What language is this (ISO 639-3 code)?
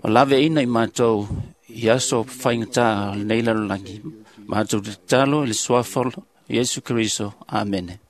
smo